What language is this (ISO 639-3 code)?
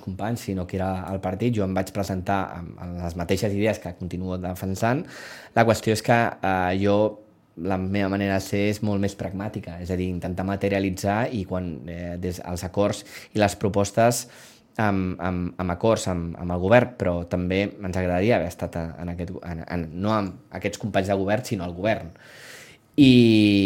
cat